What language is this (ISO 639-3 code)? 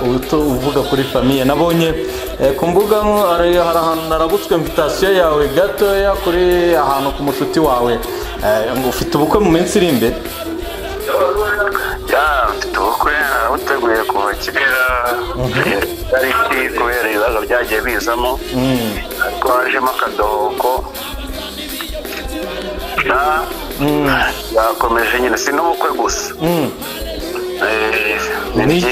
kin